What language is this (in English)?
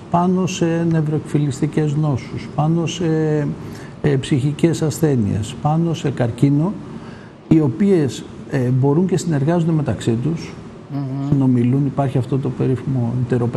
Greek